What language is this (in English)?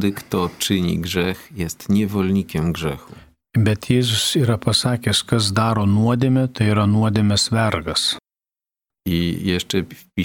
Lithuanian